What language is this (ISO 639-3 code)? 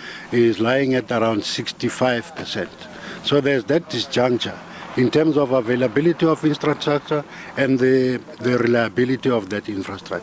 ven